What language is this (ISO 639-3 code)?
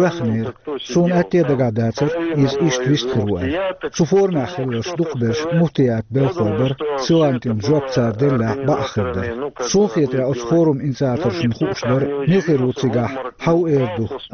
che